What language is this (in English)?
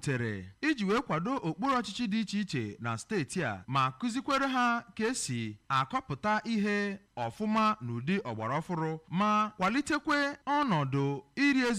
Igbo